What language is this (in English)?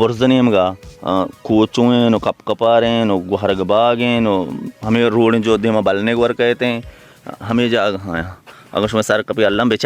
Baluchi